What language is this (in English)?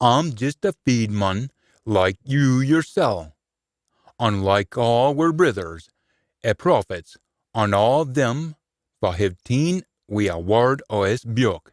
Scots